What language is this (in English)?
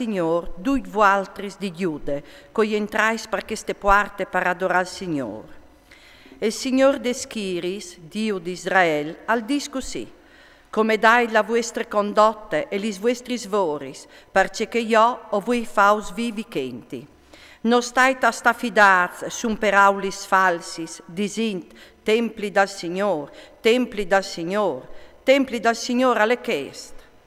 Friulian